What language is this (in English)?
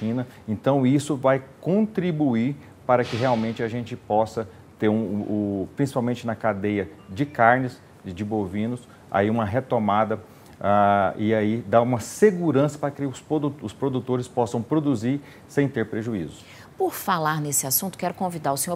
Portuguese